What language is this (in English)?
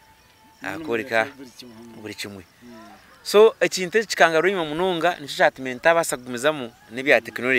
Nyankole